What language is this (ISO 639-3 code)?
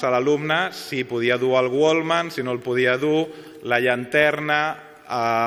cat